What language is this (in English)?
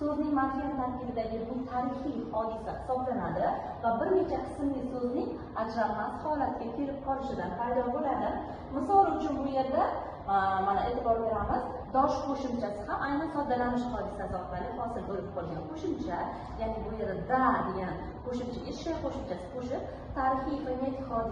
Uzbek